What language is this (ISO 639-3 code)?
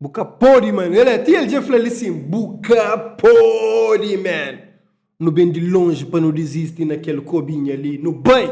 kea